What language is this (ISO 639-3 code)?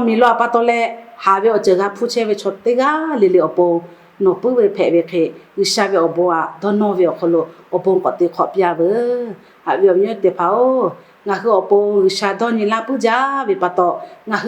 lhu